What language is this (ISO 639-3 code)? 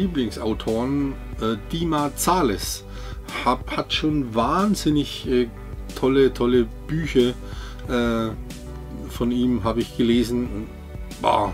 deu